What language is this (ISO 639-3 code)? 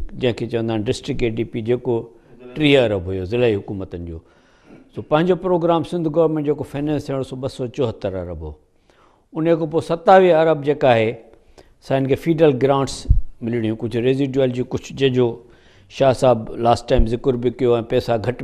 snd